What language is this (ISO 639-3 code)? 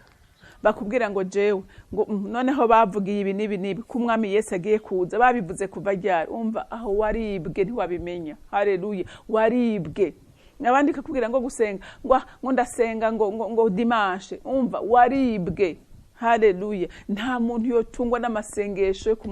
run